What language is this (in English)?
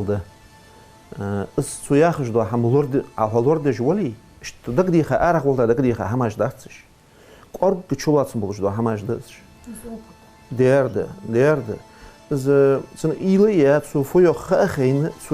Ingush